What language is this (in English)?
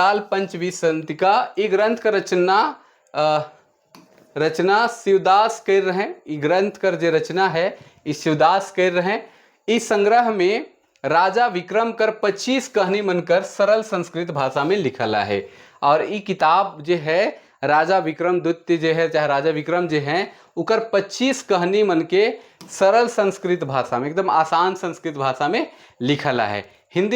Sadri